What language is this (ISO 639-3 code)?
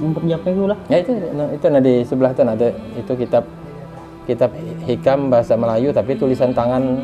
bjn